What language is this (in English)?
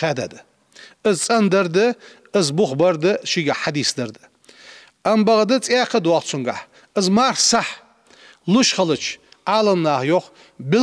Ingush